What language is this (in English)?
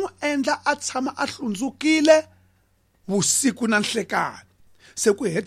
Tsonga